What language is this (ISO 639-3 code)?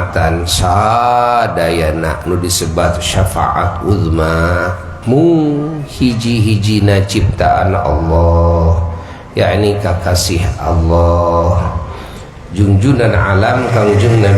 sun